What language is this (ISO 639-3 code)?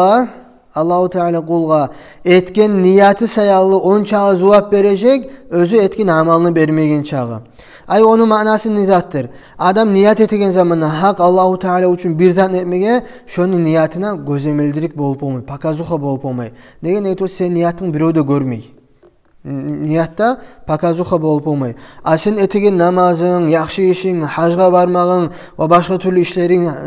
kum